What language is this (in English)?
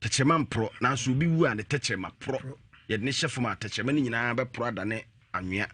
Akan